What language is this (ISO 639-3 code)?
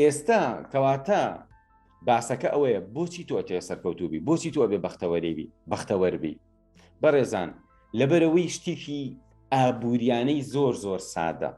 ckb